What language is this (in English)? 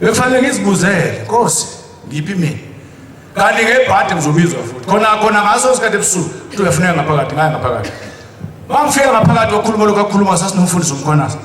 Zulu